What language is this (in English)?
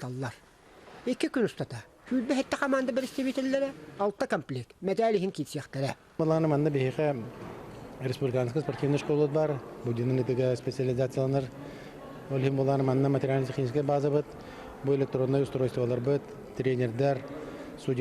Yakut